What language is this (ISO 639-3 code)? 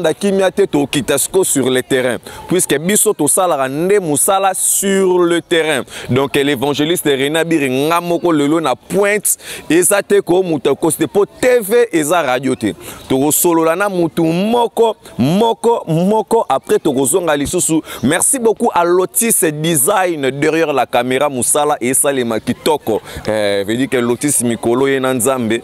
lin